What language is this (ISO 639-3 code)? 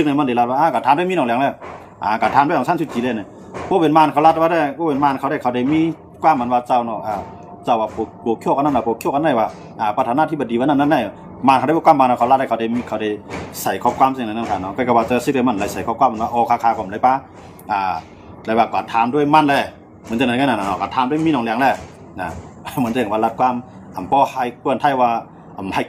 shn